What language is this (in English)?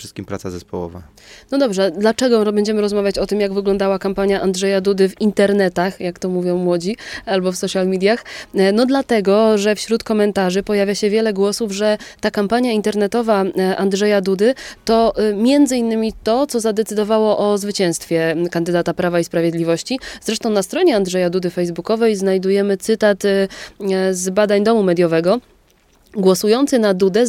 Polish